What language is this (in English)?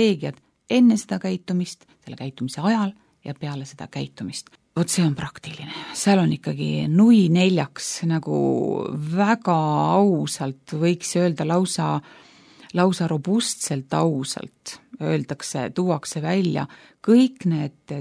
Estonian